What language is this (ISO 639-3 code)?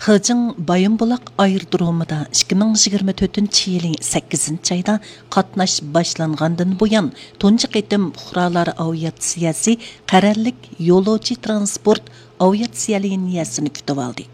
uig